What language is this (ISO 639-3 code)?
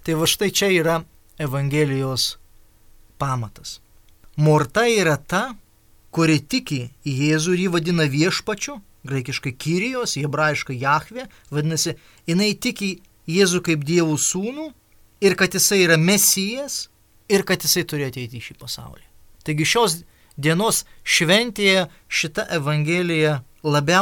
lit